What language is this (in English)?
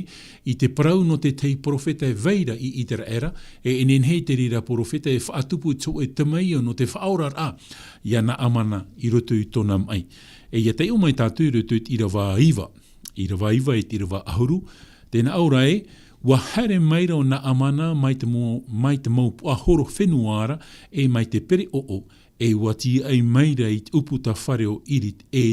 Tahitian